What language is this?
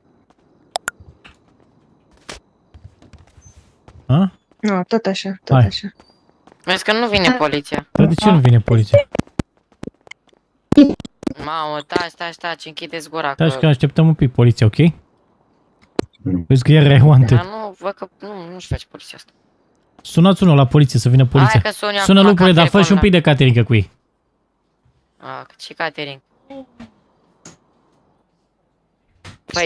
Romanian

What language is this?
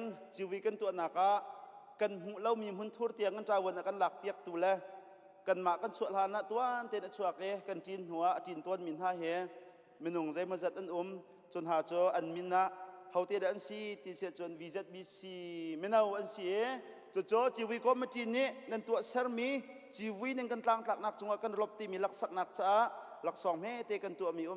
Hakha Chin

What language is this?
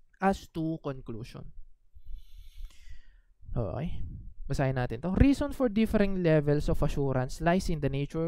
Filipino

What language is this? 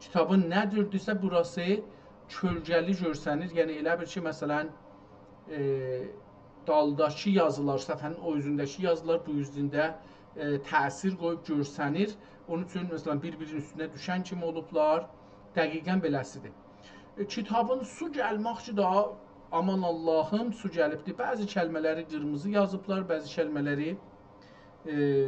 South Azerbaijani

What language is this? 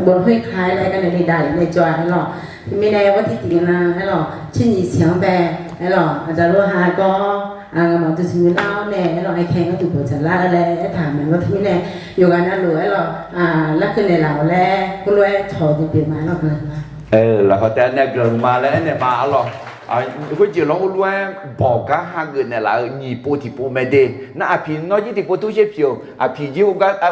Akha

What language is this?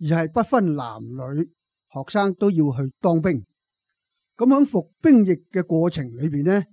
Cantonese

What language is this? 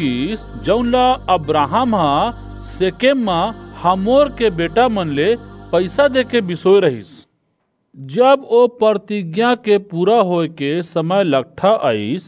Chhattisgarhi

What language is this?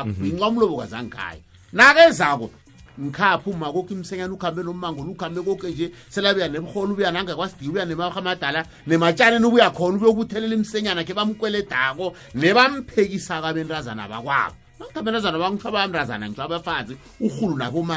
South Ndebele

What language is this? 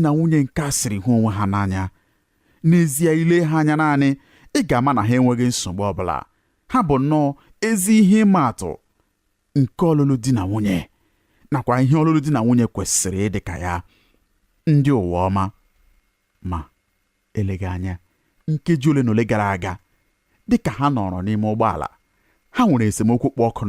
Igbo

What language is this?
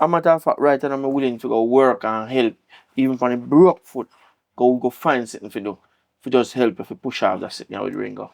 Jamaican Creole English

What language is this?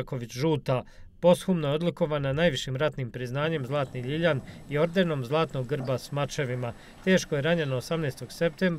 Bosnian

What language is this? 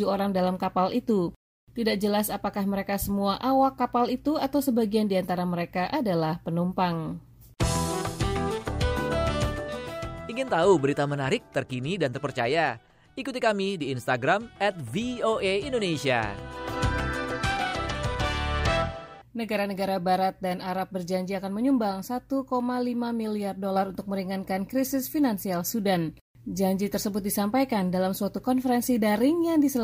Indonesian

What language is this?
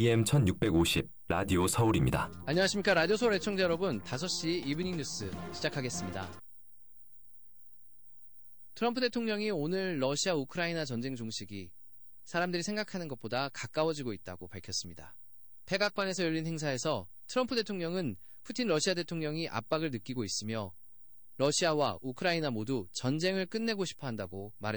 Korean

